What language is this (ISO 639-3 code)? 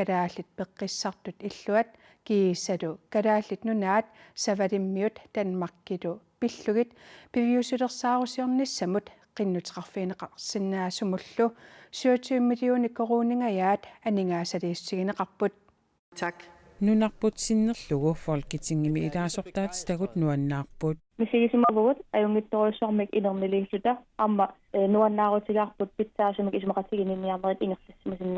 kal